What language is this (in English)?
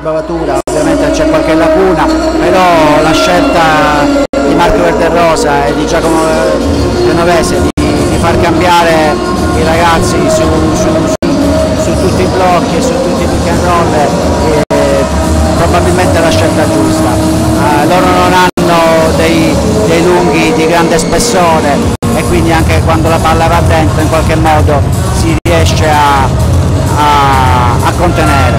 Italian